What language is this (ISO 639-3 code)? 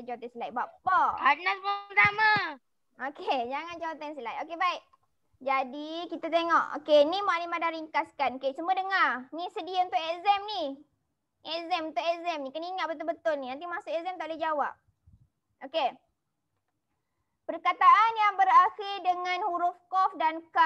msa